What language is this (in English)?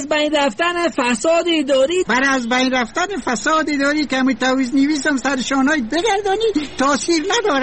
Persian